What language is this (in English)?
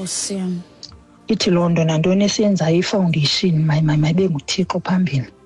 Xhosa